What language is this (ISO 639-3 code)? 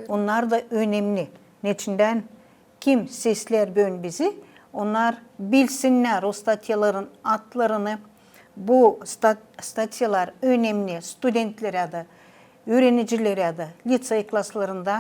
gag